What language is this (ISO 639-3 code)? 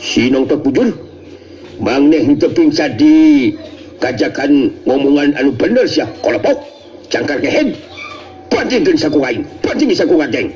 sun